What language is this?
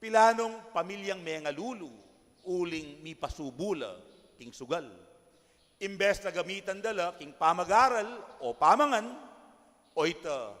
Pampanga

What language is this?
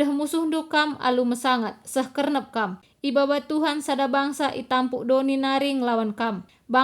Batak Karo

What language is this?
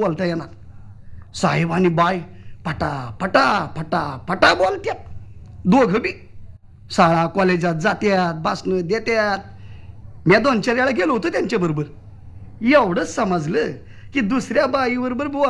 Marathi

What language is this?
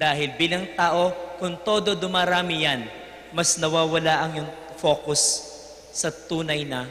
Pampanga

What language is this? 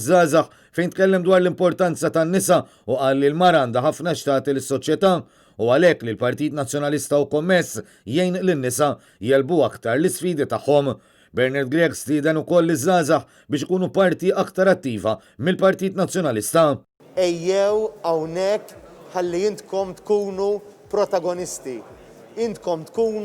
Maltese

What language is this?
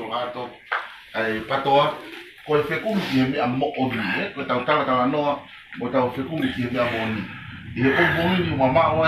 Tongan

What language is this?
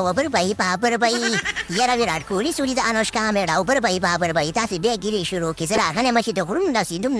Pashto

